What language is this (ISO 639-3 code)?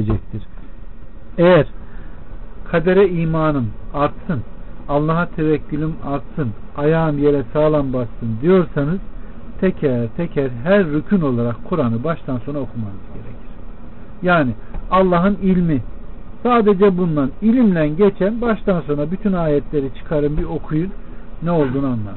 tur